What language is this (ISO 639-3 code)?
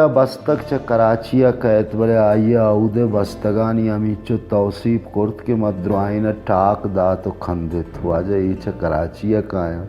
bal